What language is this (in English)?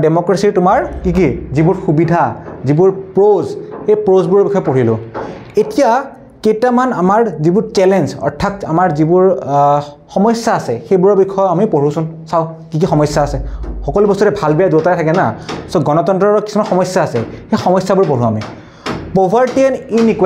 Assamese